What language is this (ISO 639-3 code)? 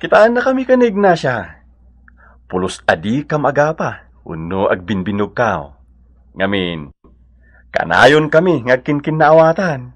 ilo